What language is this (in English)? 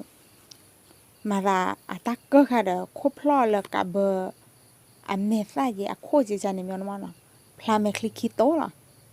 S'gaw Karen